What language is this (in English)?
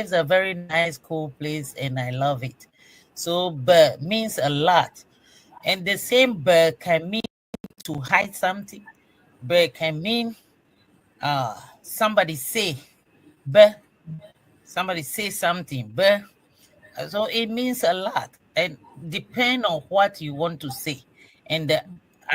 Ewe